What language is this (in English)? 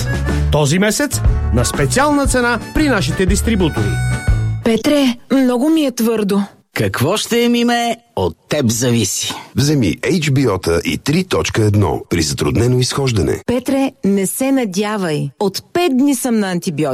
Bulgarian